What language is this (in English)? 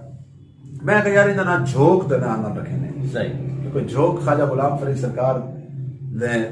Saraiki